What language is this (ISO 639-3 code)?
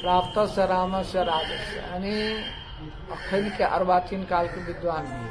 mai